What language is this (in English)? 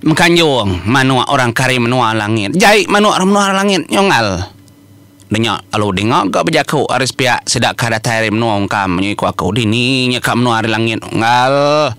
Iban